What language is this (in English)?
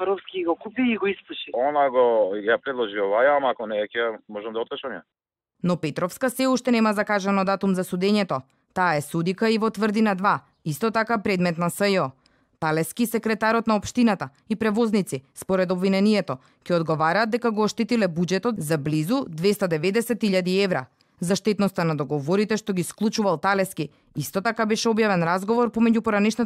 Macedonian